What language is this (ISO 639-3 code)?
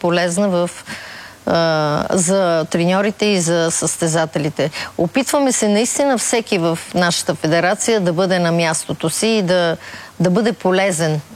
bul